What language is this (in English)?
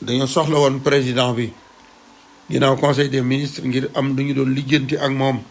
Wolof